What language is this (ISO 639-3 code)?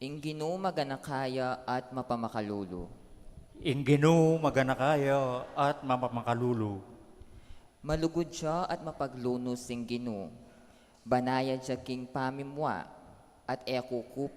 pam